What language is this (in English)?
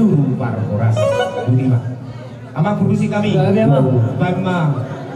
Batak Toba